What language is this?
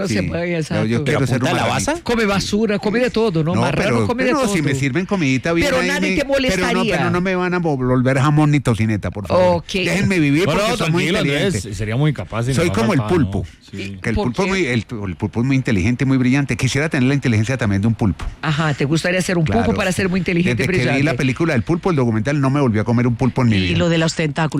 Spanish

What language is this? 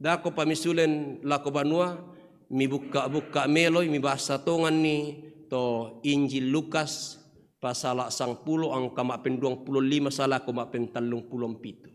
Toraja-Sa'dan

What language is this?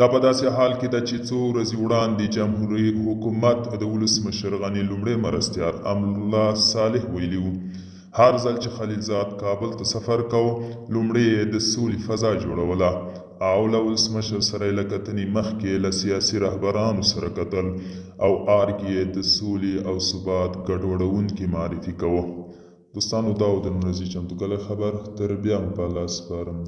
Pashto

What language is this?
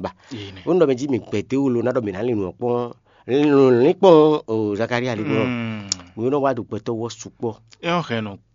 Fon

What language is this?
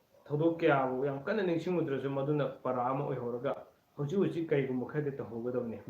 Manipuri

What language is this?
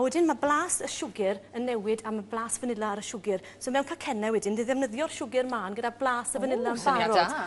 Welsh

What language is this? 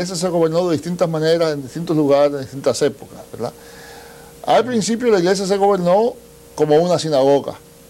Spanish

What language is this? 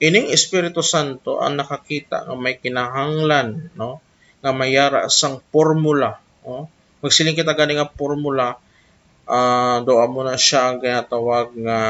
Hiligaynon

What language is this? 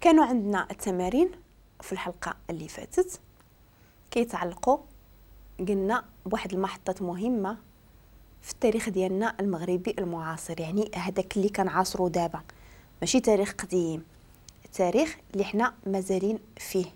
Moroccan Arabic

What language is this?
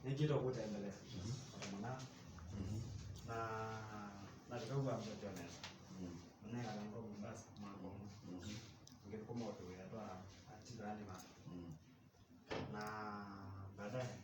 Kamba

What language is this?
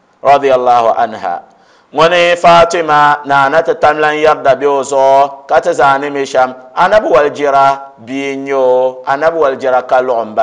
Dagbani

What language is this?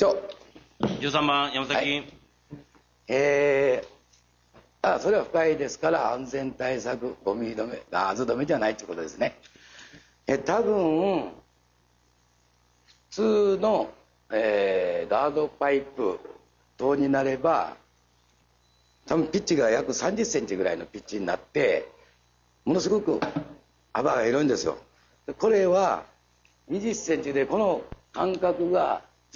Japanese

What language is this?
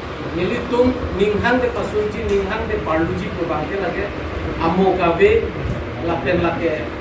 Karbi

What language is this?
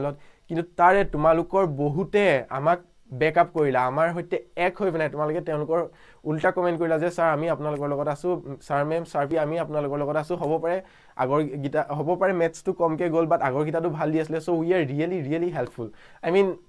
Assamese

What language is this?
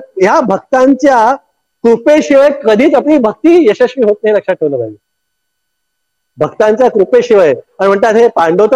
Marathi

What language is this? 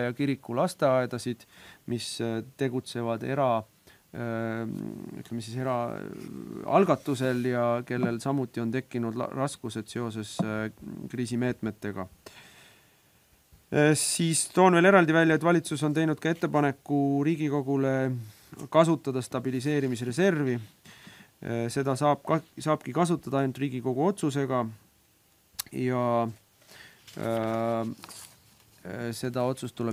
Estonian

